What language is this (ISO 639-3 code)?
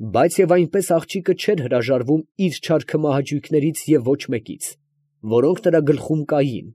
hye